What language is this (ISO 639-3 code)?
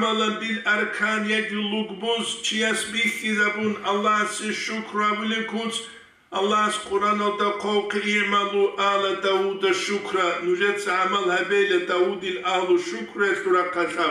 ava